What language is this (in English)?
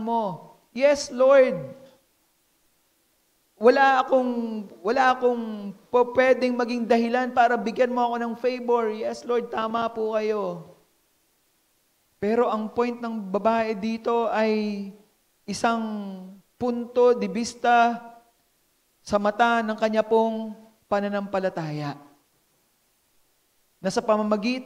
Filipino